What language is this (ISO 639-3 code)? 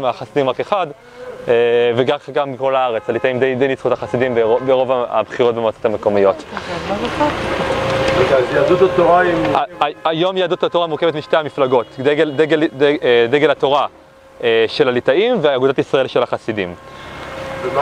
heb